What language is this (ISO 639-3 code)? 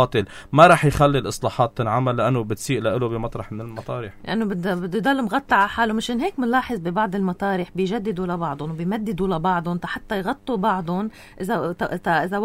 apc